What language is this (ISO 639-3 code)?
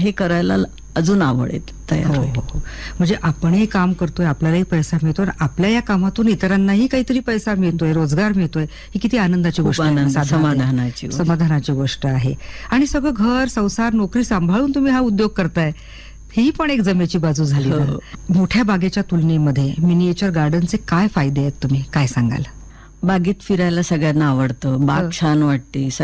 mar